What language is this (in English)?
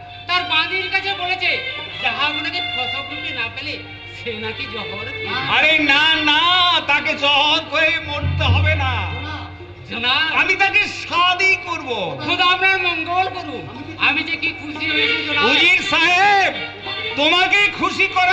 Bangla